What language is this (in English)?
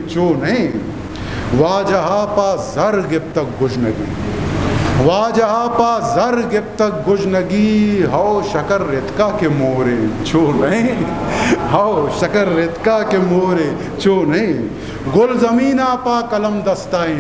Eastern Balochi